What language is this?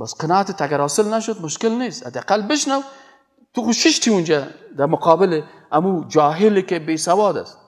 Persian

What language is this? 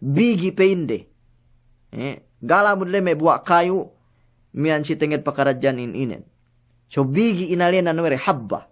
Yakan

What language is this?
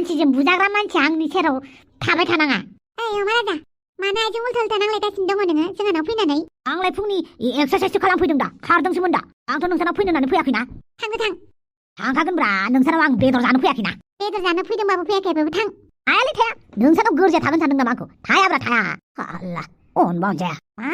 Bodo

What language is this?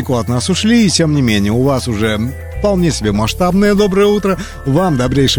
Russian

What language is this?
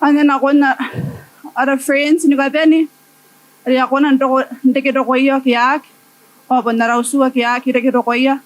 Gilbertese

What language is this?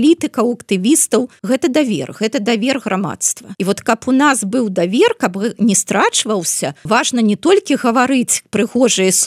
Belarusian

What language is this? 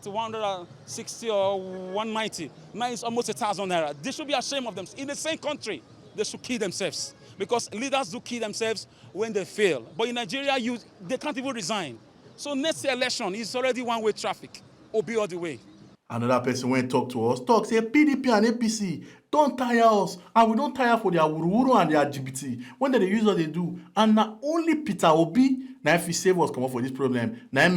Nigerian Pidgin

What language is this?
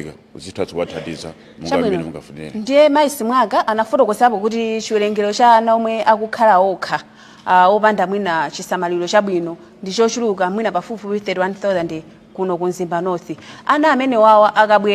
Nyanja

